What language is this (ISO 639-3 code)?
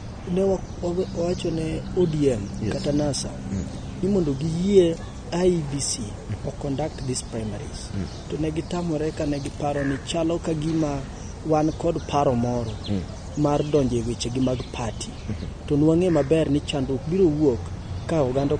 luo